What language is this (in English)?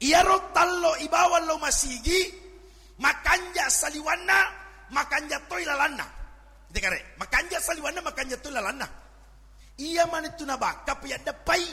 Buginese